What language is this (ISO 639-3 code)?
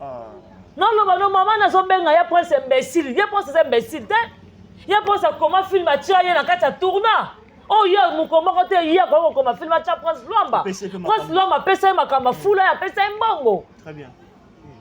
lin